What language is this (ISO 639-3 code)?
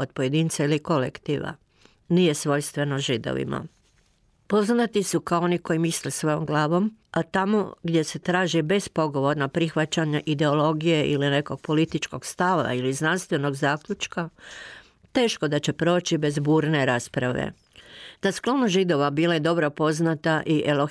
hrv